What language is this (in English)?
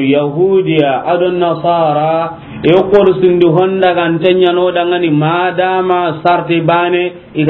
Soninke